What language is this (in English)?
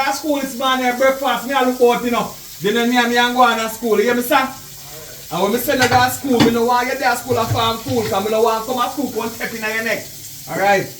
Jamaican Creole English